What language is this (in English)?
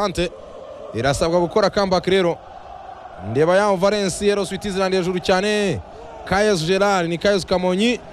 Kinyarwanda